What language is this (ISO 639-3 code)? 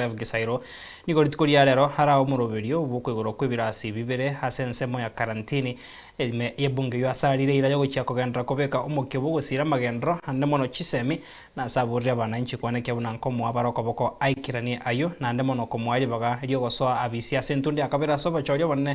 guz